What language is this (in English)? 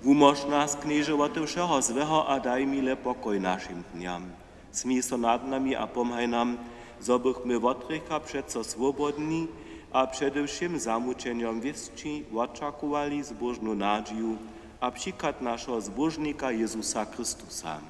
Upper Sorbian